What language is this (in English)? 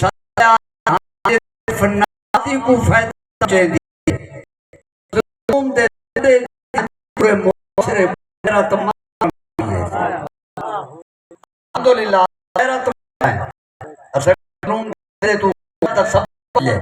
Saraiki